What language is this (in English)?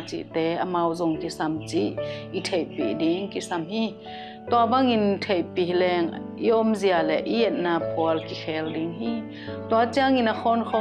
Tedim Chin